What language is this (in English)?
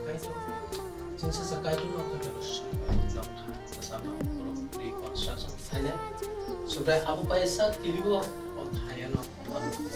Kok Borok